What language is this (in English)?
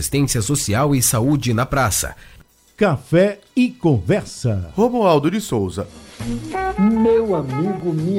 Portuguese